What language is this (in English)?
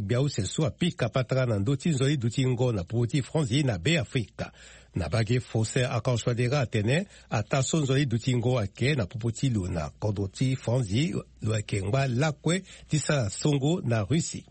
Sango